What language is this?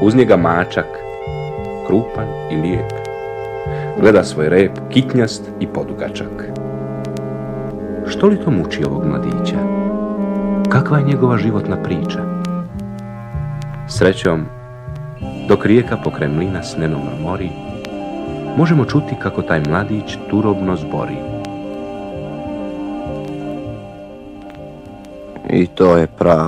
Croatian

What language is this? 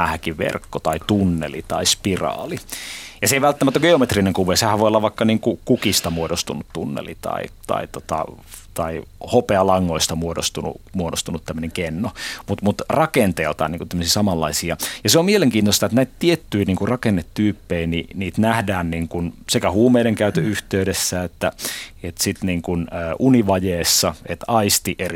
Finnish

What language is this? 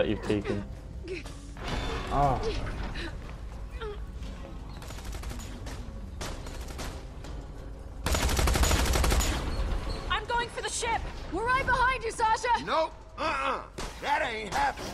English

